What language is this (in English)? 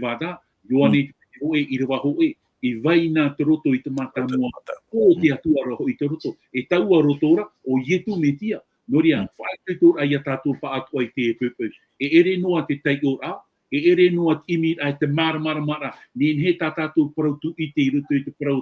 Tahitian